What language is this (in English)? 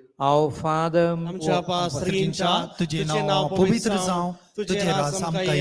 Konkani